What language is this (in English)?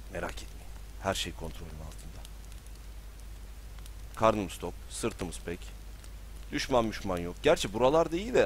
Turkish